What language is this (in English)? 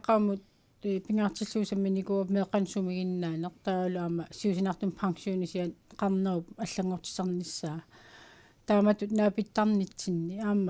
Kalaallisut